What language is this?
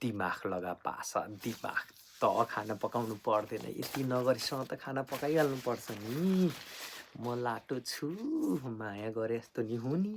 Nepali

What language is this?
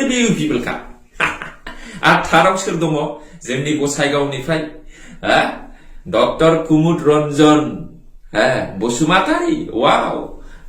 Bodo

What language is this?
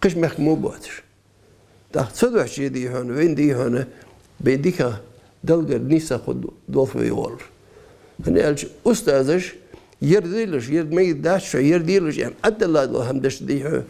Ingush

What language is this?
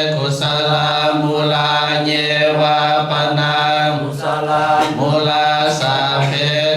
Pali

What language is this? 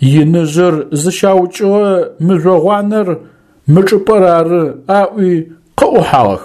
Adyghe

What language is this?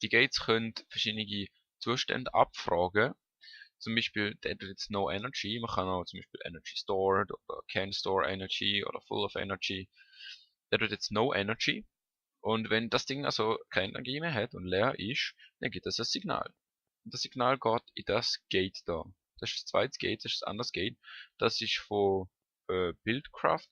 Swiss German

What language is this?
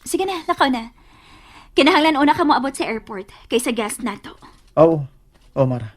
Cebuano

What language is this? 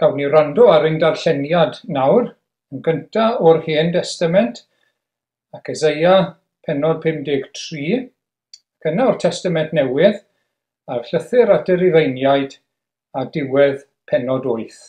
Welsh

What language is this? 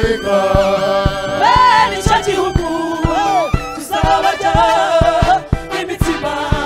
Kinyarwanda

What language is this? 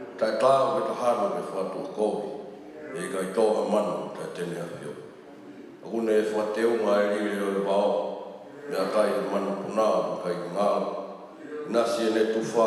Tongan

